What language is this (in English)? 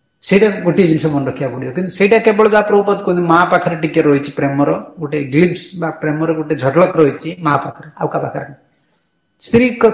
Odia